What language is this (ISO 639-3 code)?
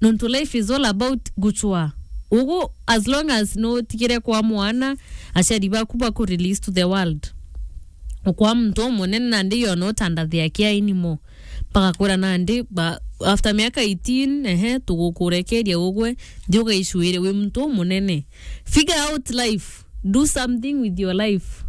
mer